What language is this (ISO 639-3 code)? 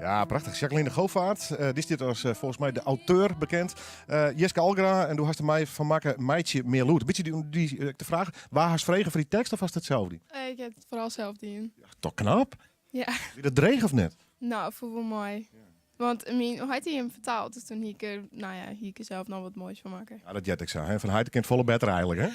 fry